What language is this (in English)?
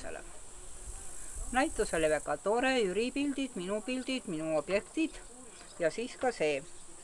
Estonian